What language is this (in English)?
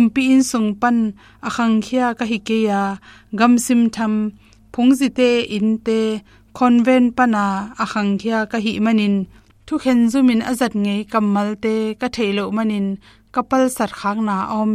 Tedim Chin